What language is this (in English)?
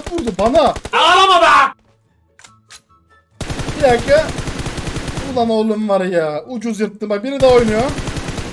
Turkish